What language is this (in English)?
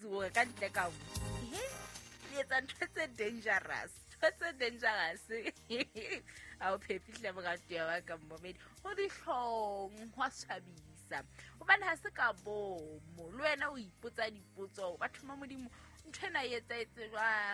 Southern Sotho